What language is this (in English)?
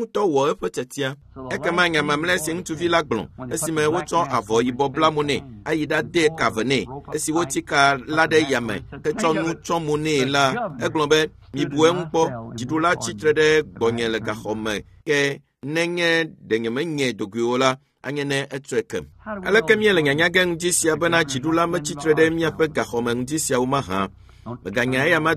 Ewe